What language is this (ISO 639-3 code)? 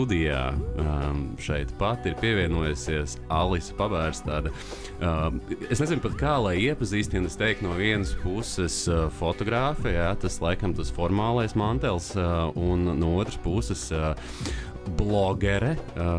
lav